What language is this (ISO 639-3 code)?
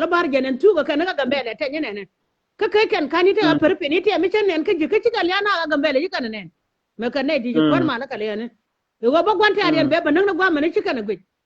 nus